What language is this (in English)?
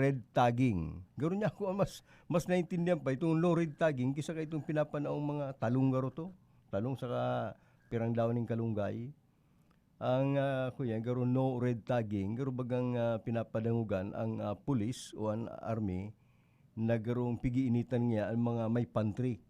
Bikol